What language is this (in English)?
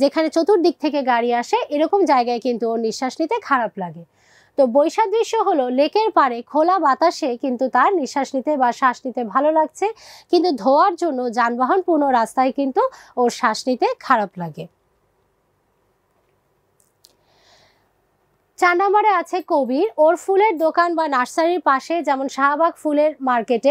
Bangla